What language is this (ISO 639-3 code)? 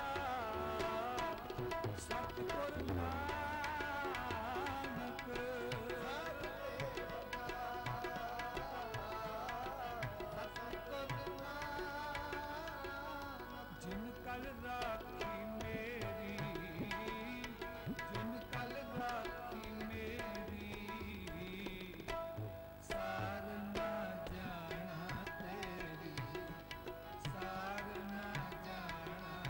pan